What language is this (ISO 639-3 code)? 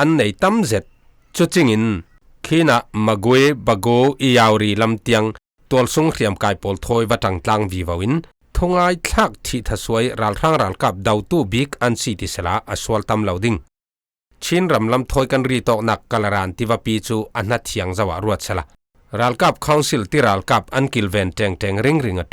cfm